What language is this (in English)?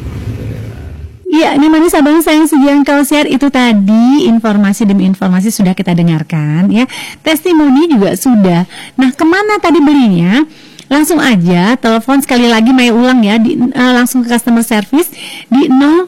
Indonesian